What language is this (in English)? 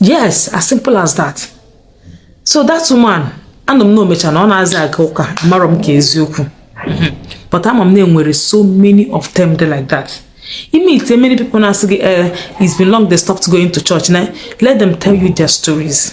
Igbo